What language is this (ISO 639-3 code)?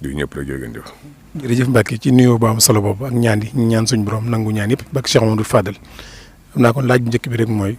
wol